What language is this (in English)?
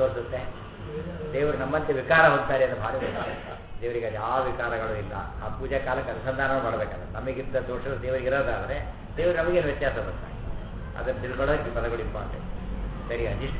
Kannada